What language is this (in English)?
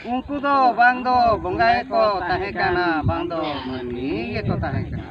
Santali